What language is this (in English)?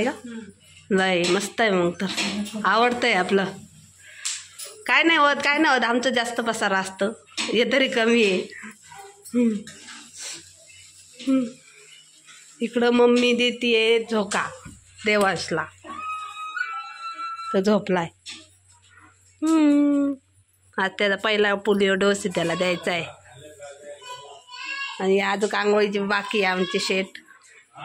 Marathi